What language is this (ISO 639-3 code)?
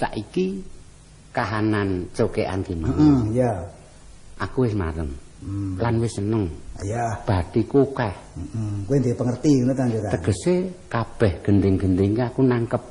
jav